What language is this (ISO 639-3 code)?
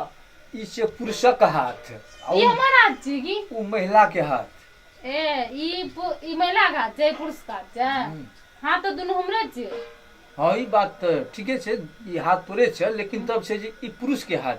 mai